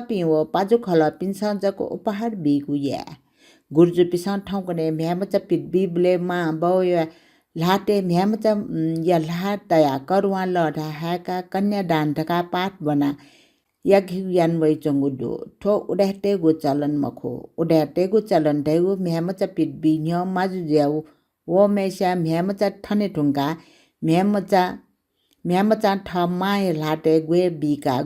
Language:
Newari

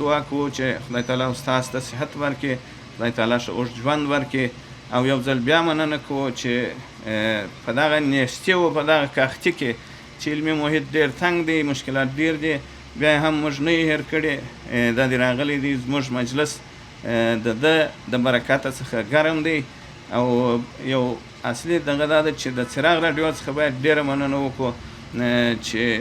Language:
Pashto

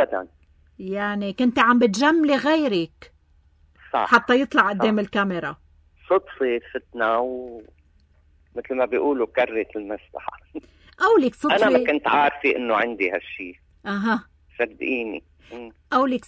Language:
North Levantine Arabic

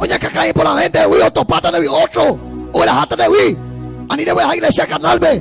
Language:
Guarani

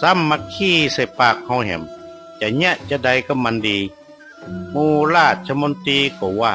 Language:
Northern Thai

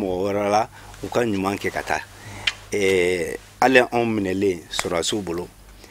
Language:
Bambara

